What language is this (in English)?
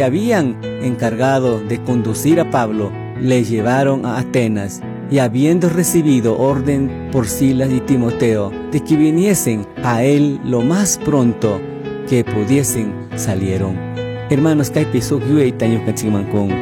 Spanish